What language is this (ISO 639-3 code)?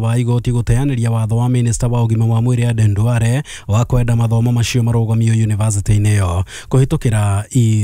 kik